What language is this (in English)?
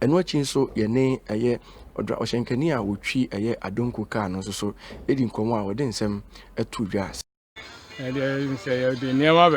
Akan